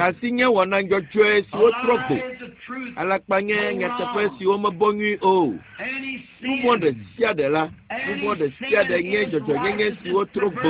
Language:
Ewe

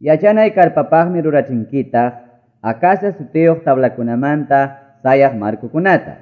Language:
Quechua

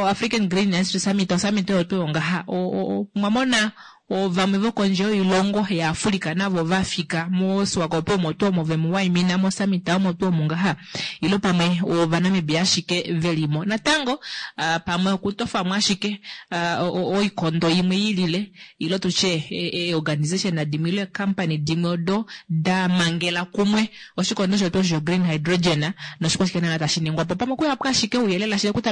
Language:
Kuanyama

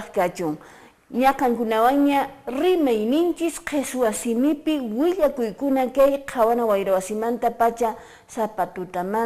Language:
Quechua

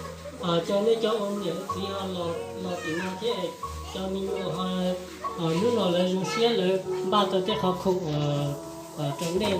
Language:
Hmong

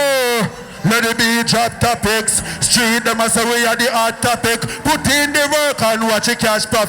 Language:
Jamaican Creole English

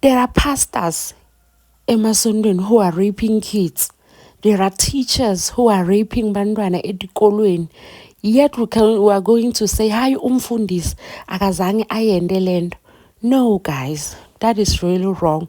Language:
Zulu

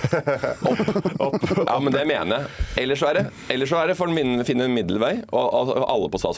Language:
Norwegian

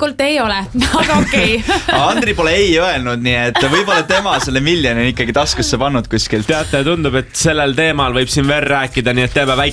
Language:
Estonian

